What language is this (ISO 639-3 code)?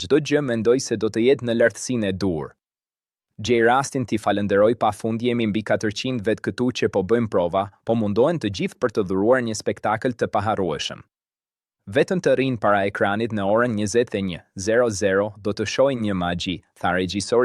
sqi